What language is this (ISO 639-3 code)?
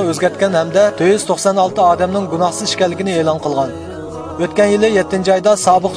uig